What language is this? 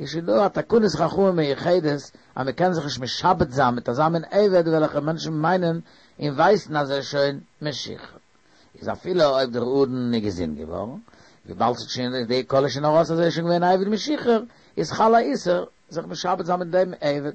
Yiddish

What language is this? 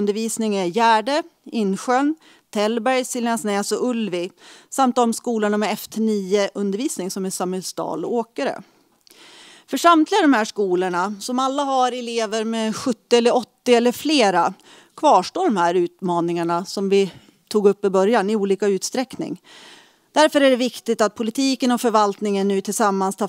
Swedish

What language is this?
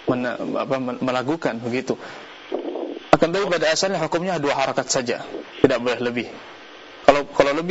Indonesian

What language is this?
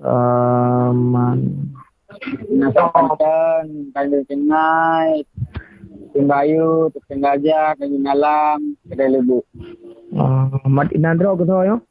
Achinese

